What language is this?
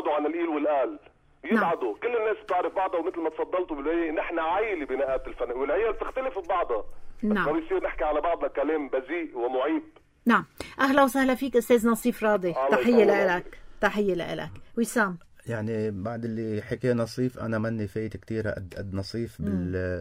North Levantine Arabic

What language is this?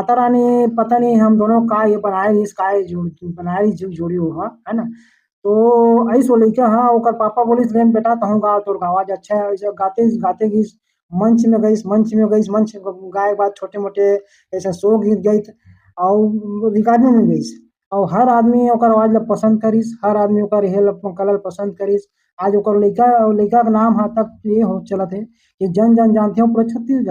Chhattisgarhi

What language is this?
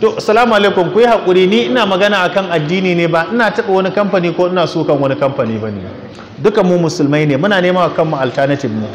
Hausa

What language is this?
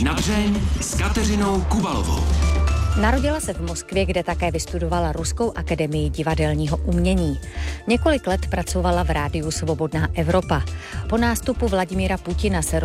Czech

